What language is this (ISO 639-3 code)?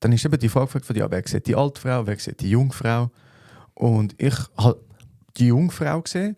gsw